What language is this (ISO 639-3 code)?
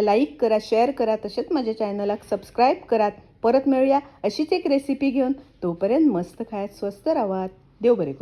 kok